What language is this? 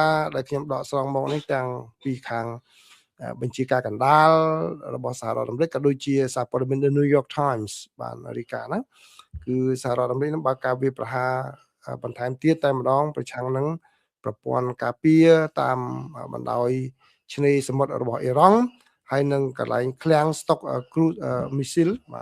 Khmer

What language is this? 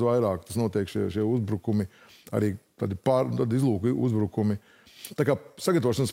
Latvian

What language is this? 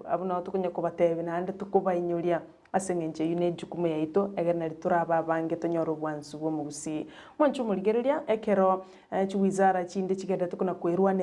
Gusii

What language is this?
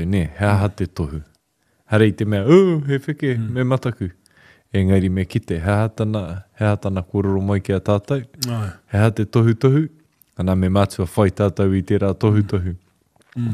Māori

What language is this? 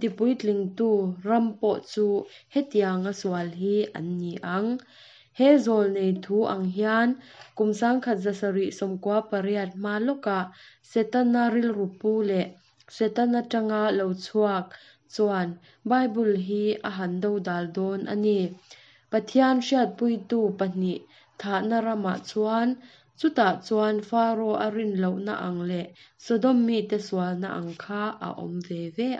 Mizo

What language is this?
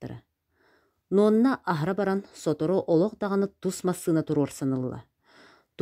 Yakut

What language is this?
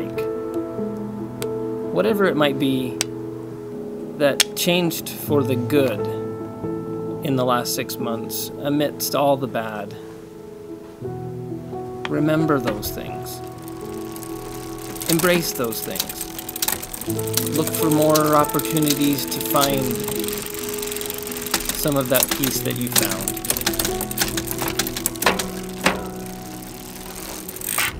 English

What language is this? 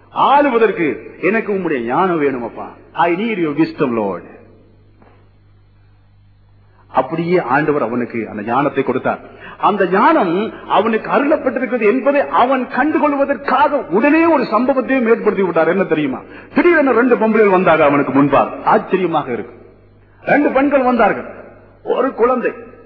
Tamil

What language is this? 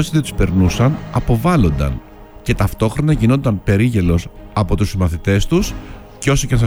Greek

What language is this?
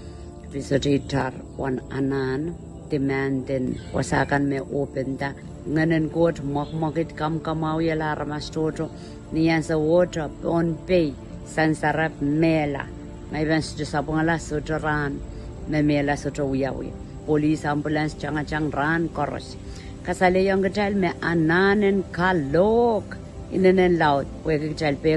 Pohnpeian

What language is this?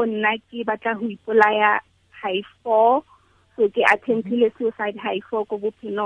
Tswana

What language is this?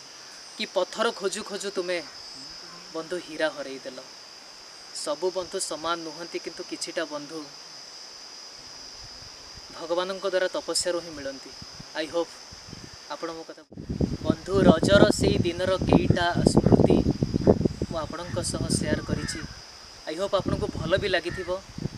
Odia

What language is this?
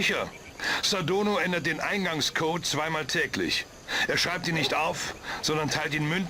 Bavarian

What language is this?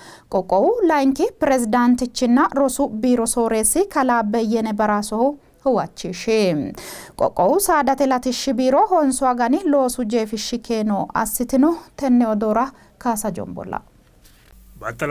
Sidamo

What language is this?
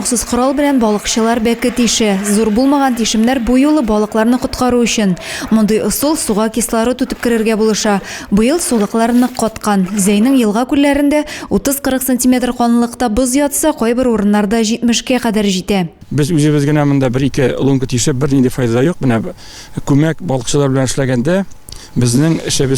Tatar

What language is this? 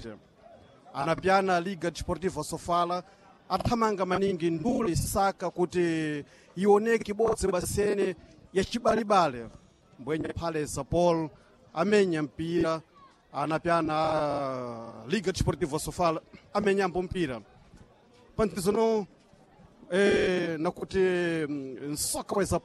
Sena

